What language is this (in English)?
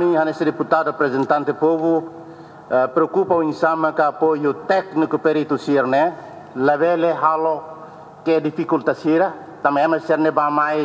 Tetum